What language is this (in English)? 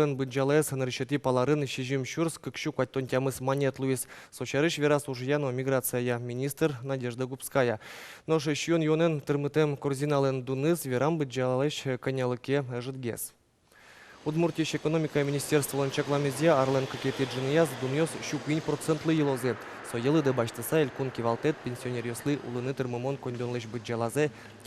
Udmurt